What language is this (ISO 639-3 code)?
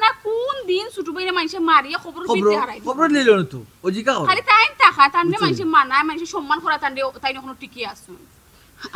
syl